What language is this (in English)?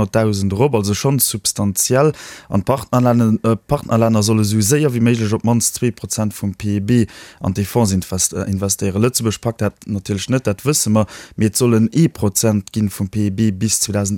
Luxembourgish